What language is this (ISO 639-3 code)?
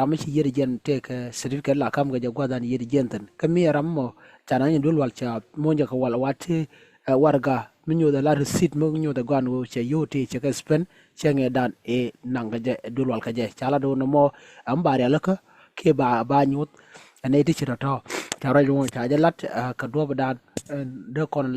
nus